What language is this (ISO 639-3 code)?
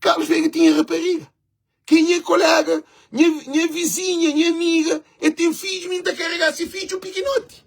kea